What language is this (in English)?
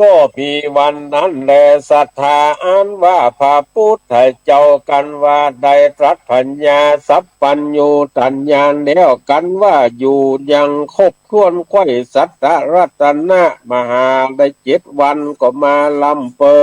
Northern Thai